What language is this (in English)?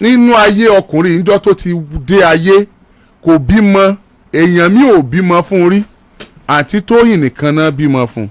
Yoruba